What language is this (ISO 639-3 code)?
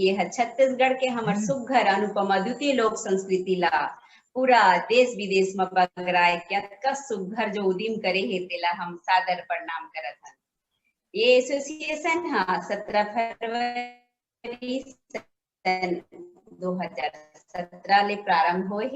hne